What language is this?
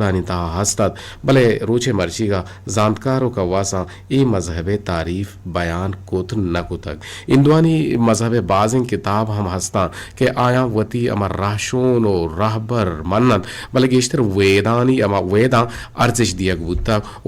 Eastern Balochi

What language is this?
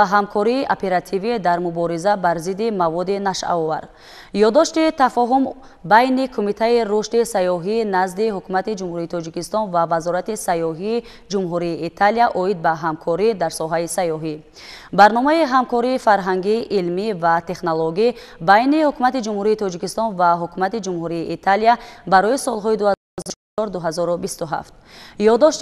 Tajik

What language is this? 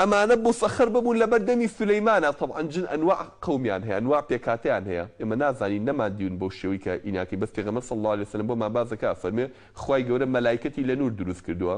Central Kurdish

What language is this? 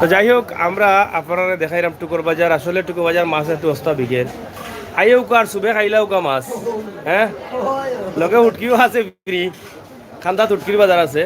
Sylheti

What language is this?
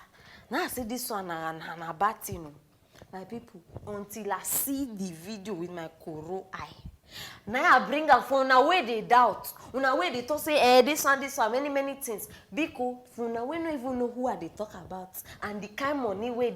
Nigerian Pidgin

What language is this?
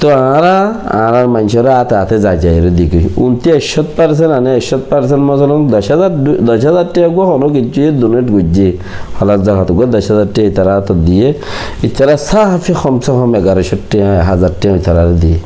Rohingya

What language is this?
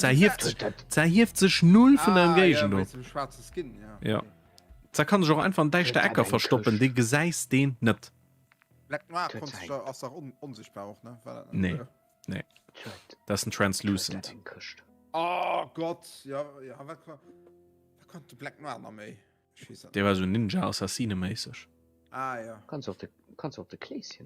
Luxembourgish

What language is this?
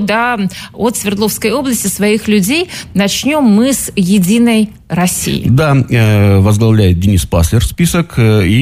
Russian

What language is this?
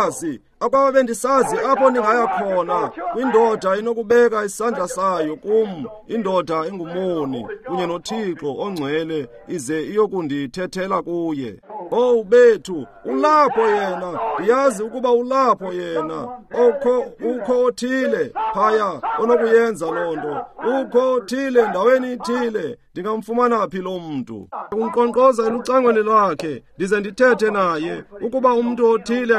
Xhosa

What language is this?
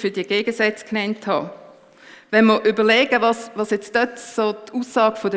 Swiss German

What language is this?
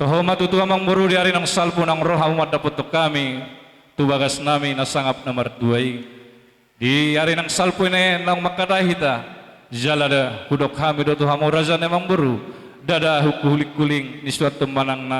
Batak Toba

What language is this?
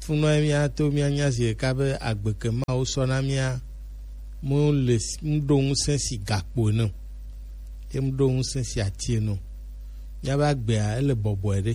Gen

